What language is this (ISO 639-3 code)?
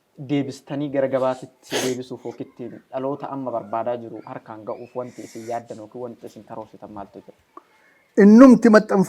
orm